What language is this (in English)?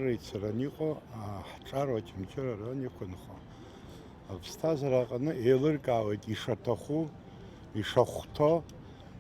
Abkhazian